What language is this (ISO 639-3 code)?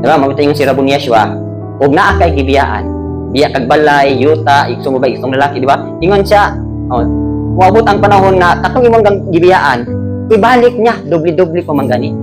ceb